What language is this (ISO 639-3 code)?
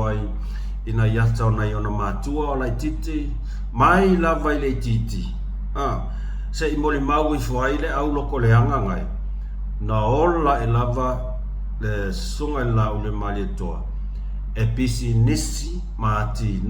smo